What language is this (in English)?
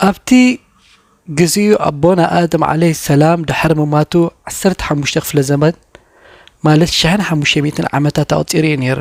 Tigrinya